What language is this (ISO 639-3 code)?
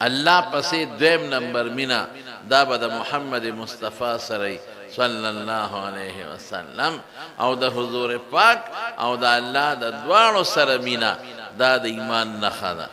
pus